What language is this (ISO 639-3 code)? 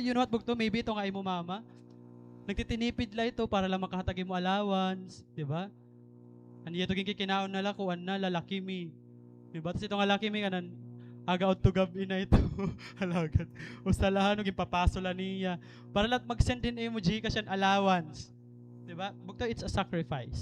war